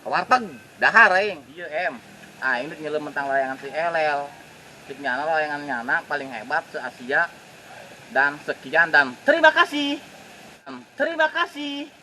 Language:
Sundanese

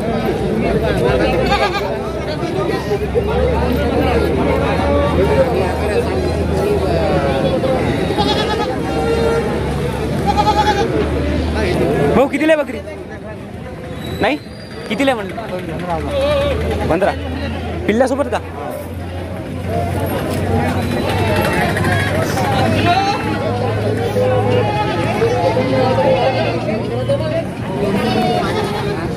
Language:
Marathi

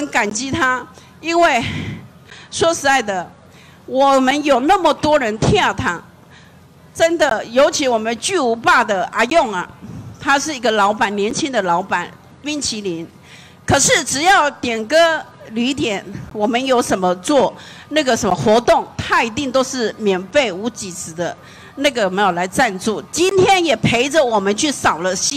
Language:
Chinese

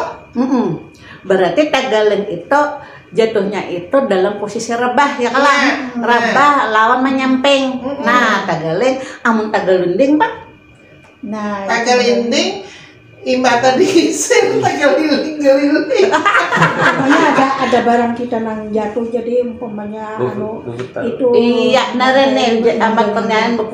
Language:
Banjar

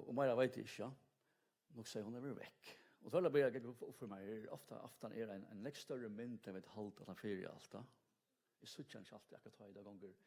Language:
Faroese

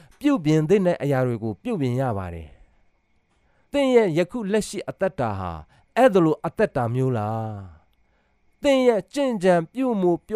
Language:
Burmese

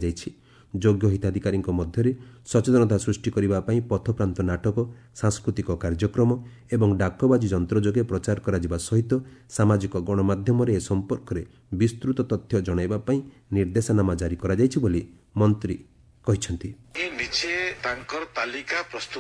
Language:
Odia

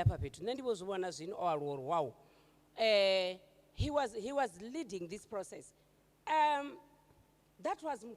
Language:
Venda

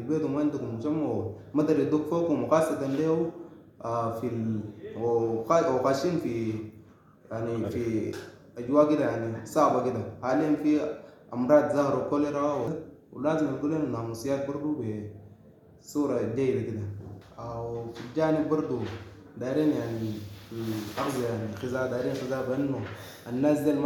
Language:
Sudanese Arabic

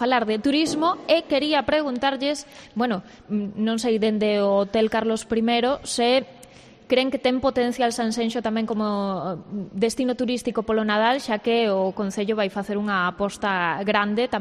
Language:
Galician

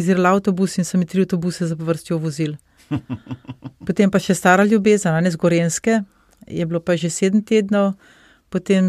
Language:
Slovenian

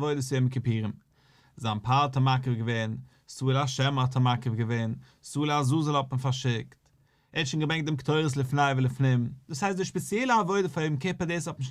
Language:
Yiddish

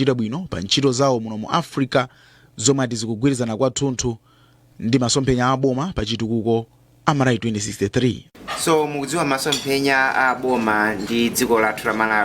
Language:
Nyanja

